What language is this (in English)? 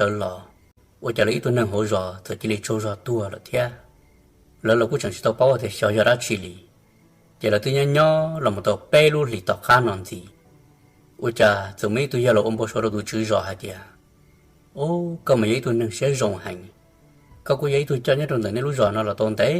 Hmong